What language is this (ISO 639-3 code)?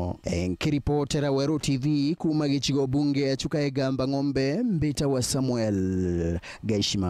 mer